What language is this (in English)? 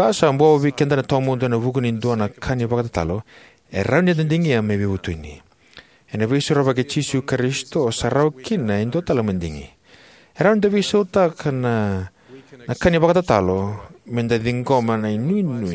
Fijian